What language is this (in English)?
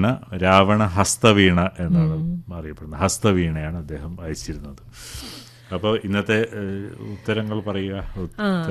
Malayalam